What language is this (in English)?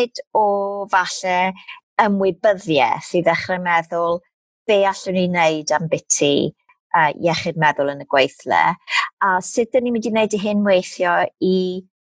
Welsh